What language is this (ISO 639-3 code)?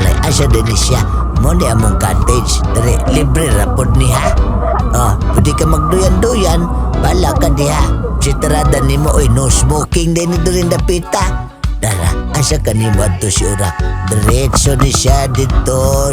ceb